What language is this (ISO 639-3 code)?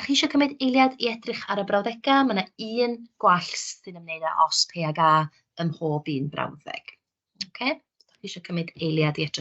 cym